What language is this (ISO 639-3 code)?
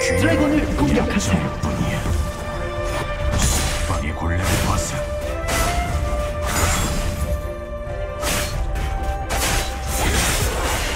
kor